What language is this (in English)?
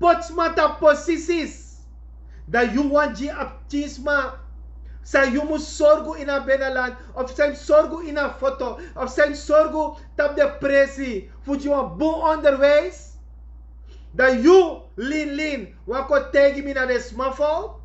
Sranan Tongo